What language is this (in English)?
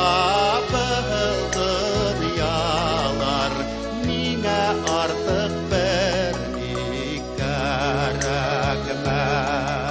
Bashkir